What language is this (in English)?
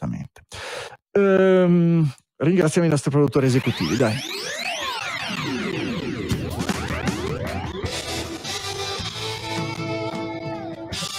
Italian